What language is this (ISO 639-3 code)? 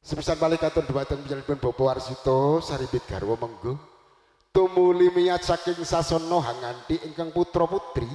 jav